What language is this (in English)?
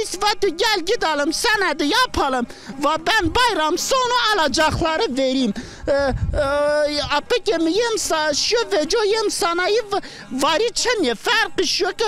Zaza